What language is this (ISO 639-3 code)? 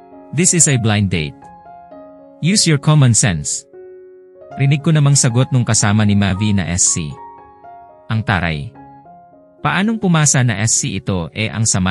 fil